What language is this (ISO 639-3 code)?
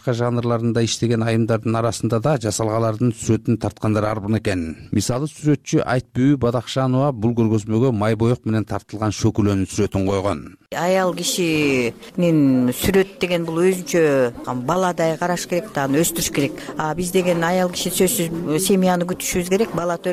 kir